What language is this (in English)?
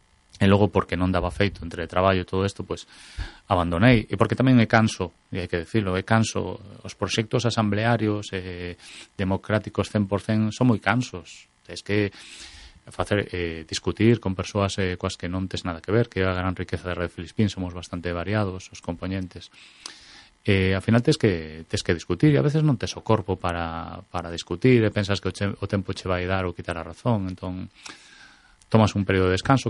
Galician